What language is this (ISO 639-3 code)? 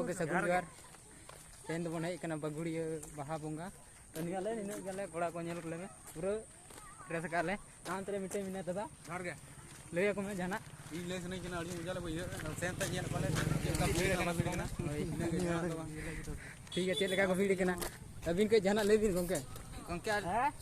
sat